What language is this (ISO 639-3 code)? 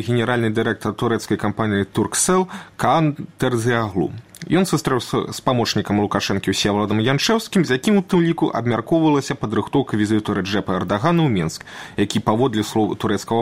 bel